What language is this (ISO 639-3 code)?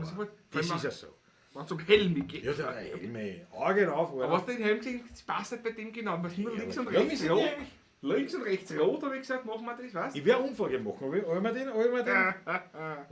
bar